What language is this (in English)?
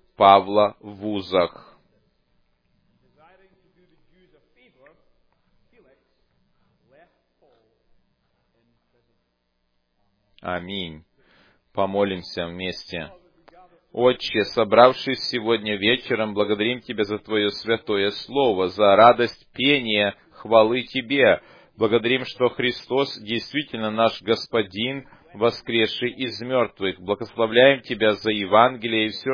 Russian